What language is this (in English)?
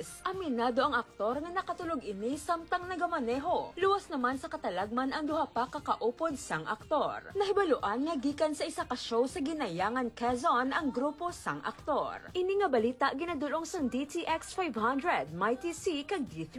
Hiligaynon